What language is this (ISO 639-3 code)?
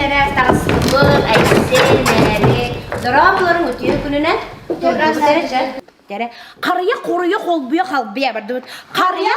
sah